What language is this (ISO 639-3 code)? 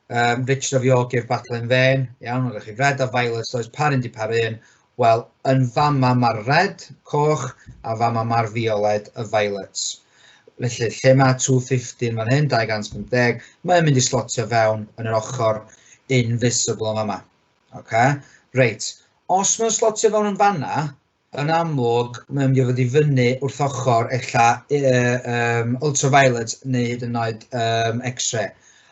cym